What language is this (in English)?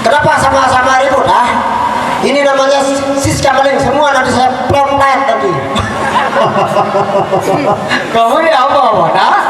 Sasak